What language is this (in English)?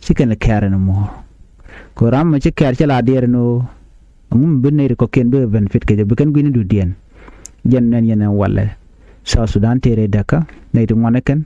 Nuer